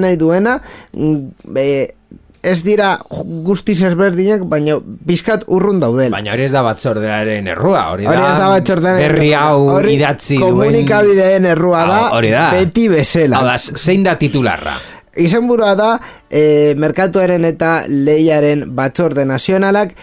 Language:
Basque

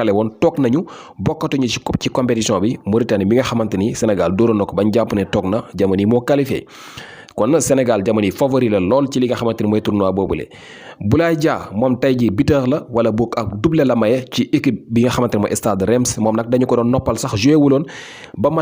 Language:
Wolof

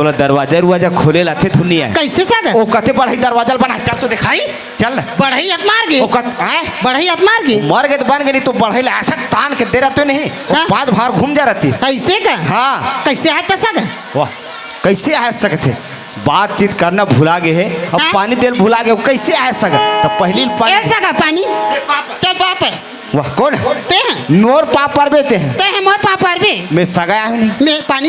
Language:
Chhattisgarhi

